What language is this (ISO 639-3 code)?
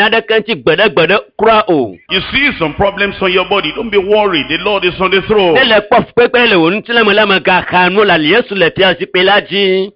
ewe